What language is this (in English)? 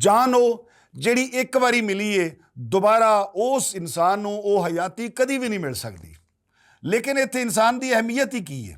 Western Panjabi